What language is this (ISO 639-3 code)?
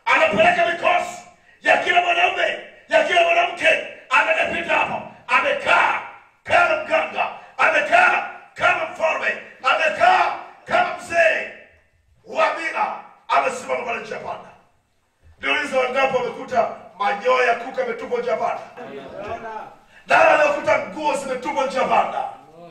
swa